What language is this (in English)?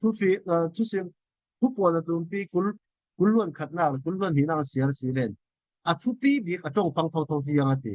Falam Chin